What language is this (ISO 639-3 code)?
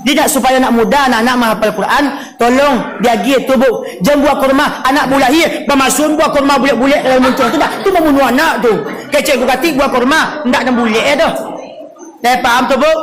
min